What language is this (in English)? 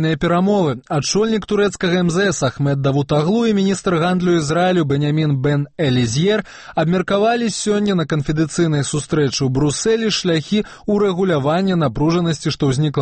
Belarusian